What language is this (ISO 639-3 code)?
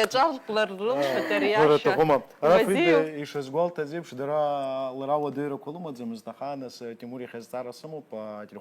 abk